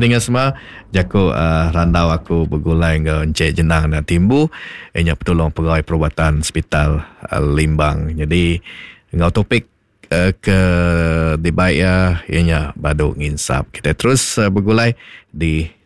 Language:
Iban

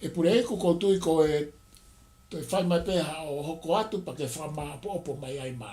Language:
Tongan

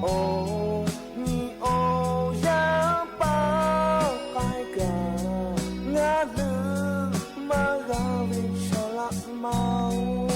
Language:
Lahu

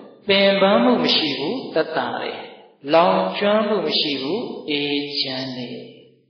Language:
Burmese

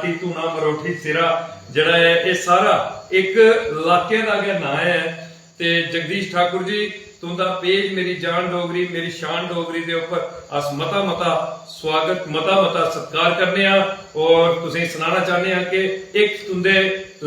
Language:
Dogri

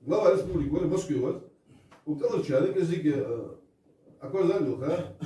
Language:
Ingush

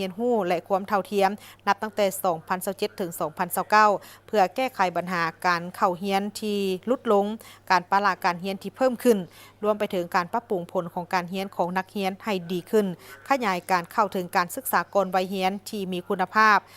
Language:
Lao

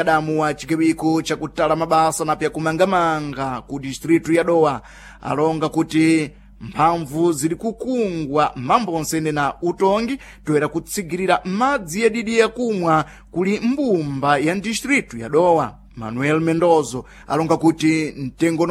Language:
Sena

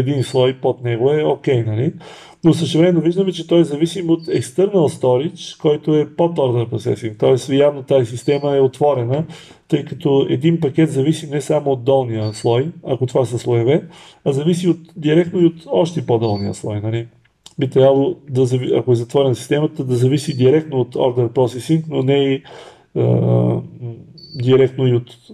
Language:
Bulgarian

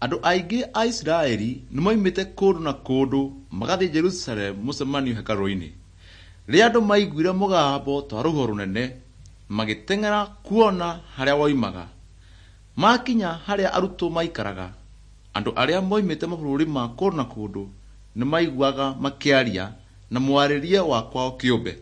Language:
Kikuyu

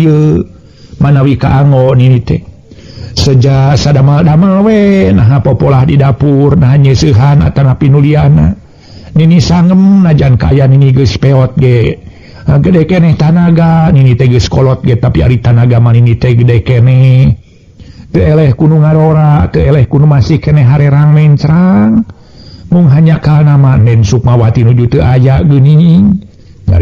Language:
Sundanese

